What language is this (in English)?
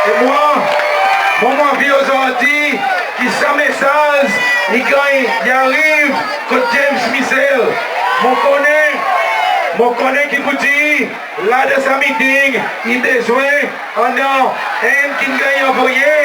Seselwa Creole French